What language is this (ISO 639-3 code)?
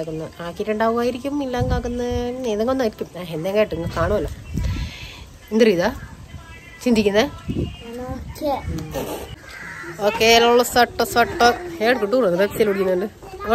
mal